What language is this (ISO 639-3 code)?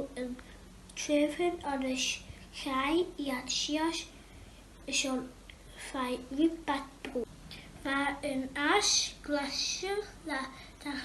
gla